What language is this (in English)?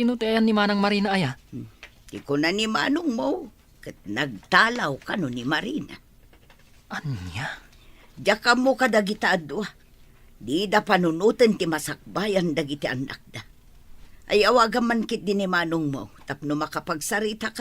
Iloko